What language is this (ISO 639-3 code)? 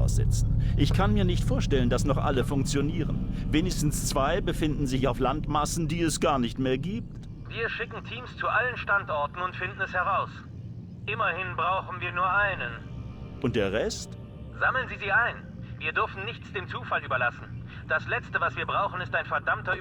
bar